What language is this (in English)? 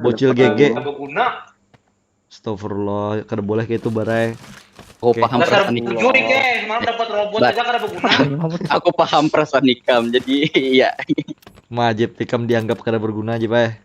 Banjar